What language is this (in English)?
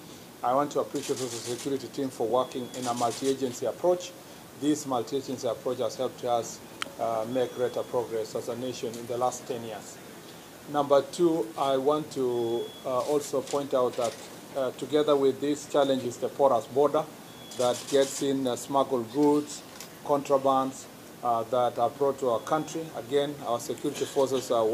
Gusii